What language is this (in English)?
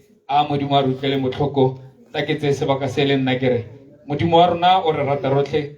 Tswana